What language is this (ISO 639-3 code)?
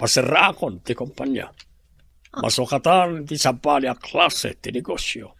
ilo